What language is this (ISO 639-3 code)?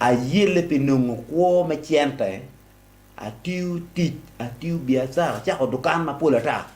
ach